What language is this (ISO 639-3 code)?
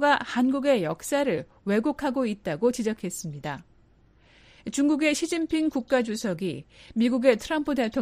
kor